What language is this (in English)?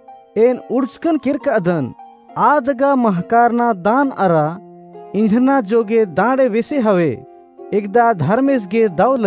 Kurukh